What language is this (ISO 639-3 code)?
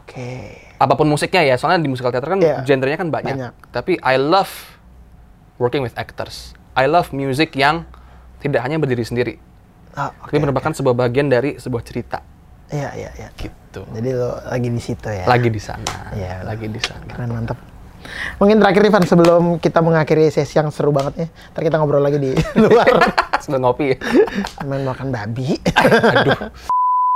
ind